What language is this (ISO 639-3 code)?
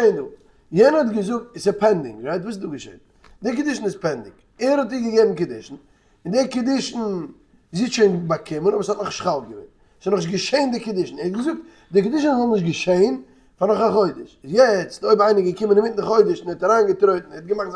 yid